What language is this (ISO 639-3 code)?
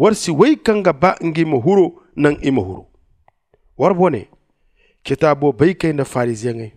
dje